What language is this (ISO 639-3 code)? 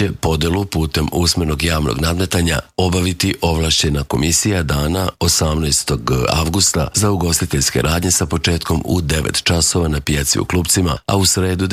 srp